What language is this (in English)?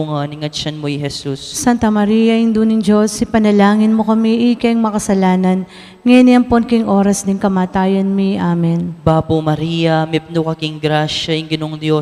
Pampanga